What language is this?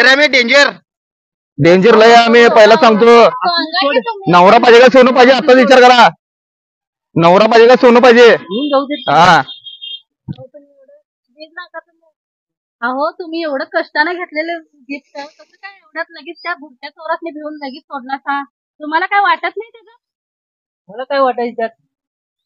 Marathi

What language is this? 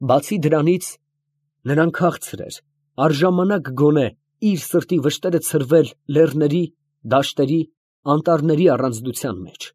Armenian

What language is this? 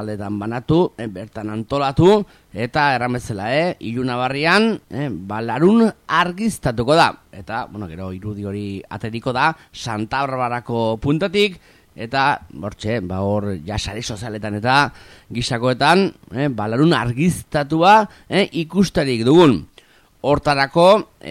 Basque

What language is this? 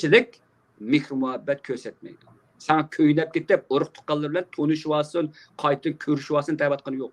Uyghur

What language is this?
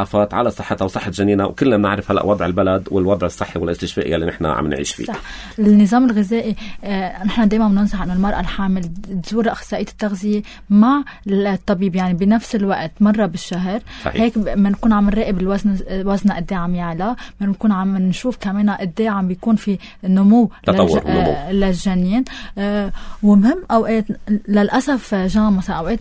North Levantine Arabic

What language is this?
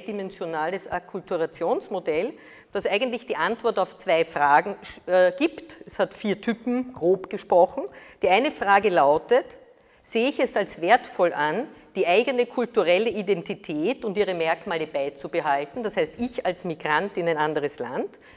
German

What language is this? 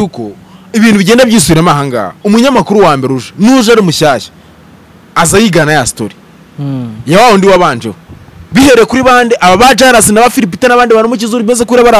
Kinyarwanda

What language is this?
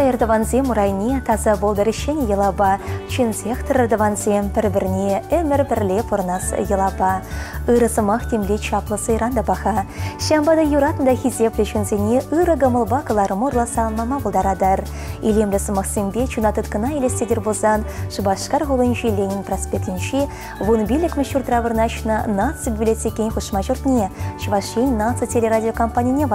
Chuvash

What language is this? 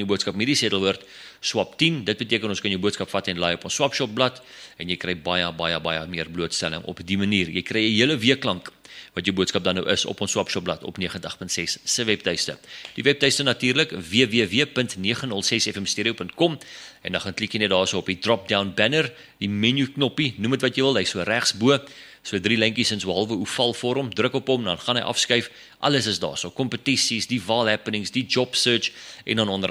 Afrikaans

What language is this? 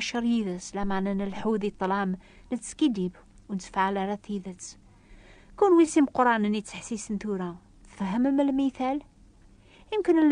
Kabyle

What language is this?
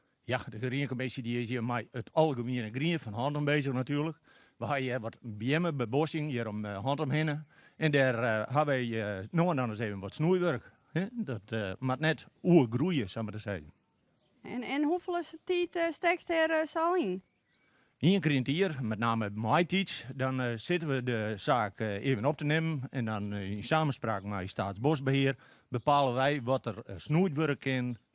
Western Frisian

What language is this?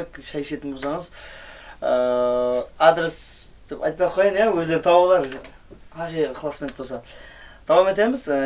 Kara-Kalpak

